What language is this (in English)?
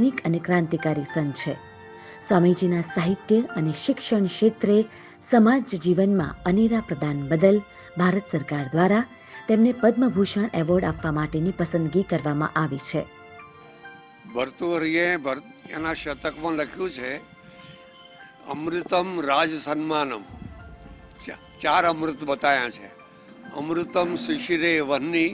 Gujarati